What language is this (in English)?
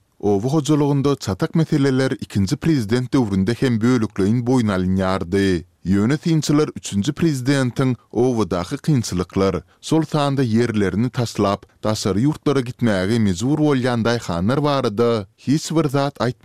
Turkmen